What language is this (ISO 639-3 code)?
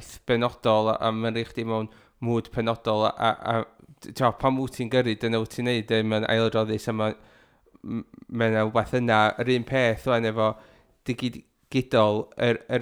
cym